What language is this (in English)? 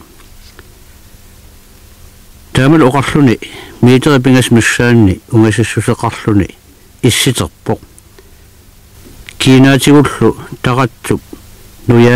Kalaallisut